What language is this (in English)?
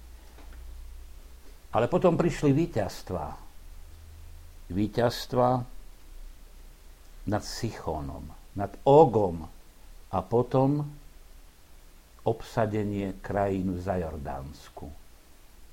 Slovak